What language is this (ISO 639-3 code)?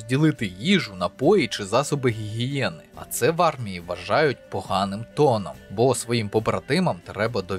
ukr